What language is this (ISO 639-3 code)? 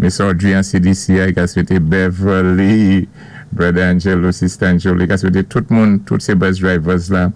acf